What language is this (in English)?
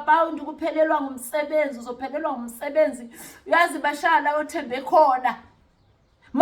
Zulu